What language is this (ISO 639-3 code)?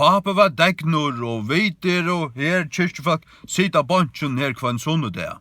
fao